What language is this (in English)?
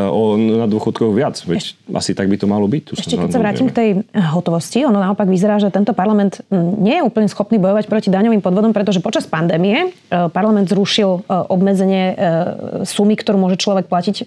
Slovak